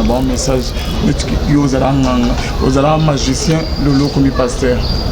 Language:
Lingala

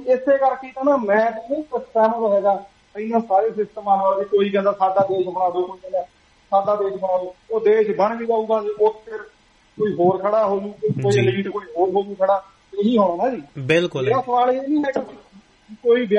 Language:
Punjabi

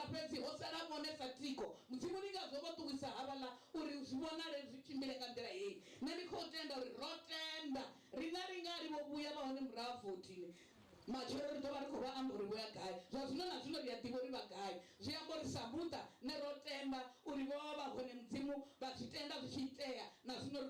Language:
Venda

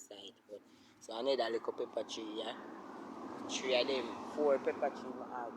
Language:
Jamaican Creole English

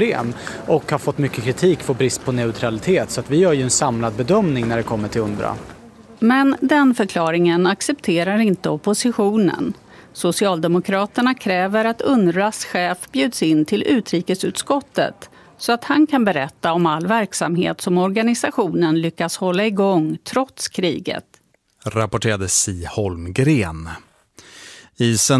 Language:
Swedish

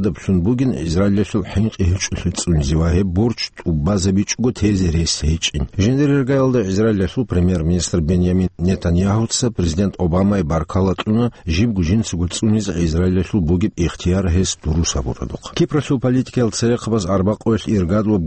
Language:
Avaric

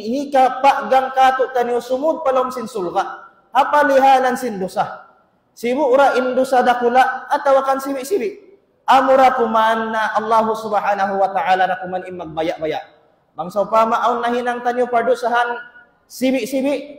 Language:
Tausug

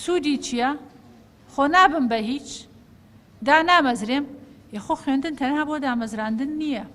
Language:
Central Kurdish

